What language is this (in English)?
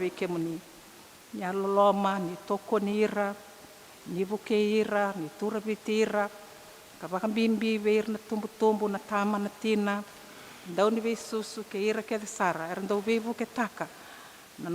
Fijian